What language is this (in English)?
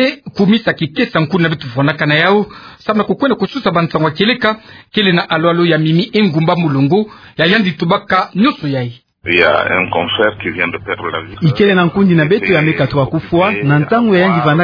Kituba (Democratic Republic of Congo)